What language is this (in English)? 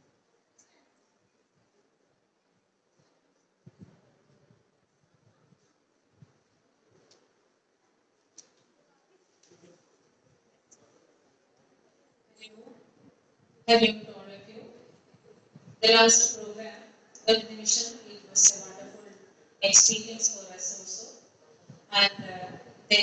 Malayalam